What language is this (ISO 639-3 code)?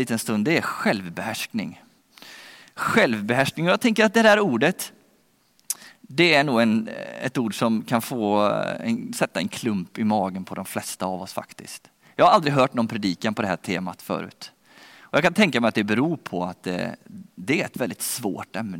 swe